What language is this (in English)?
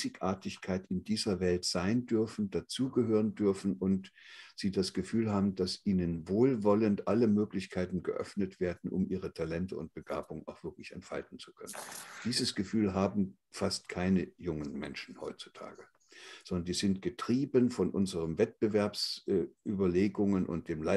German